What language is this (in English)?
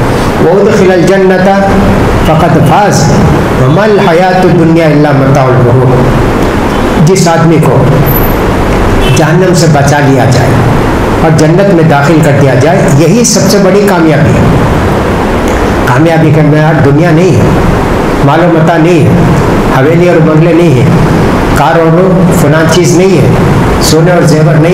Urdu